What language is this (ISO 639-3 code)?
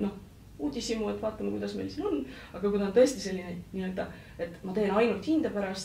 est